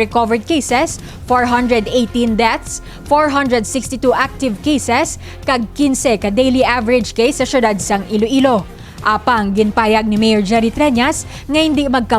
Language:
Hiligaynon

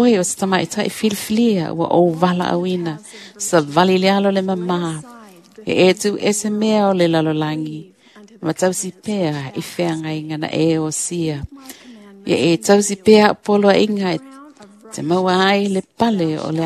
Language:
Samoan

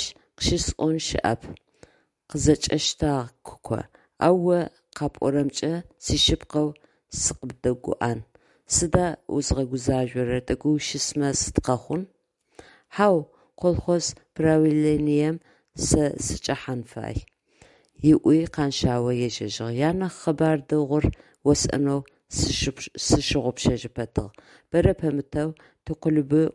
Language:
Adyghe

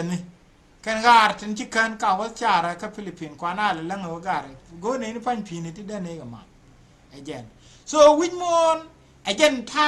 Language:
Nuer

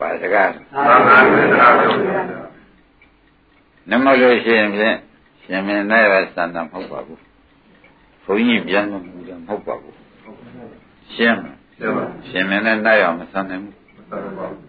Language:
Burmese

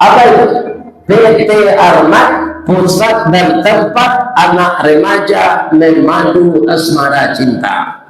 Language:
Minangkabau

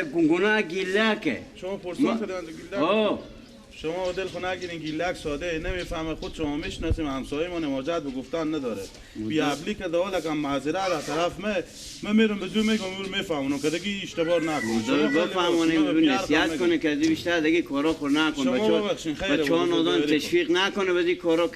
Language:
Persian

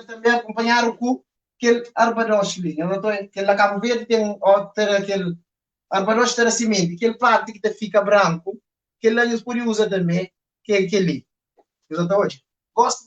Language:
Kabuverdianu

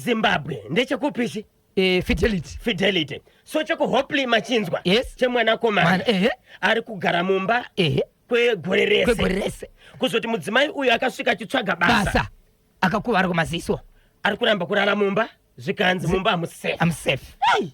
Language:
Shona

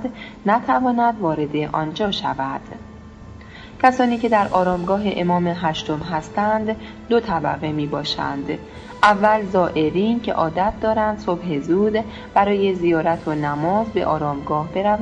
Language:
Persian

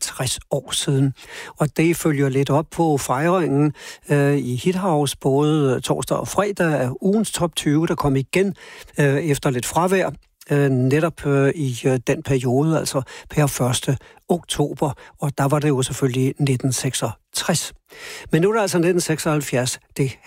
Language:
Danish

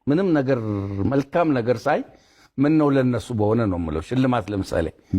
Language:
Amharic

